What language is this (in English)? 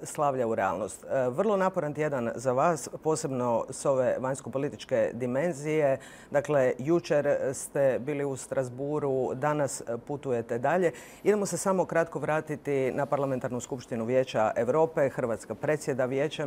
Croatian